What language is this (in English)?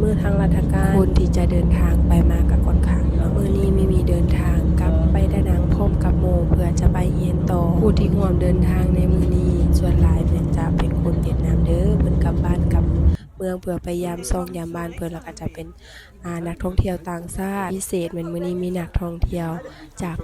Lao